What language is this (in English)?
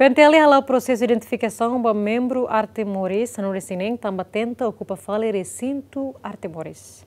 Tetum